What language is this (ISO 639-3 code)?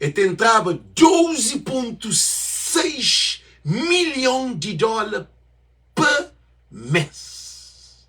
kea